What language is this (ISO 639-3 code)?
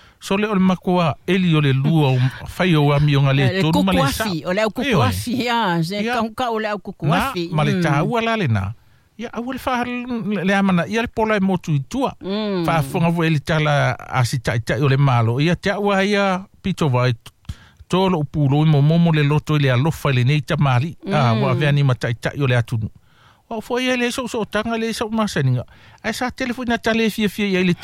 smo